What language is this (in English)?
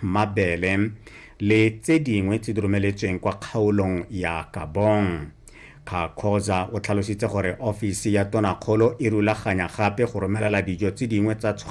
Tswana